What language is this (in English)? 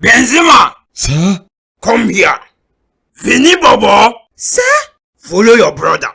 Nigerian Pidgin